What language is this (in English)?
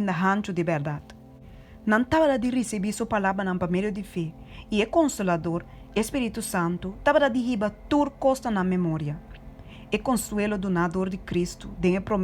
Papiamento